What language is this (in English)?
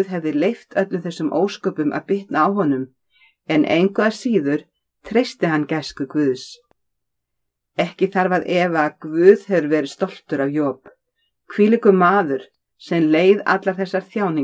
Icelandic